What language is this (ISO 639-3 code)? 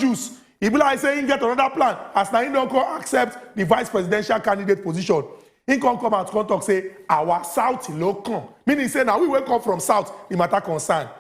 pcm